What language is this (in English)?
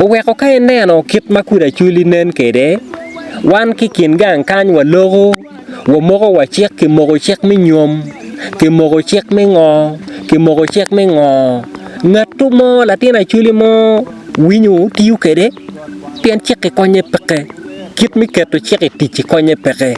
Acoli